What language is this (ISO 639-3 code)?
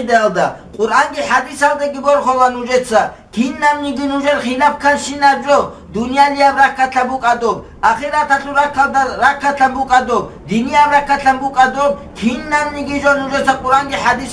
ava